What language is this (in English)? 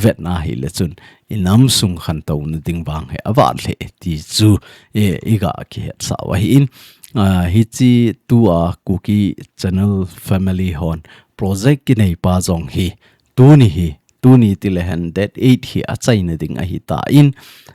Thado Chin